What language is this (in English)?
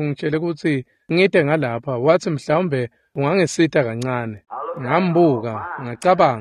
Swati